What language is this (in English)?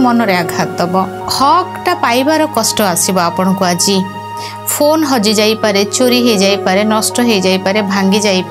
Odia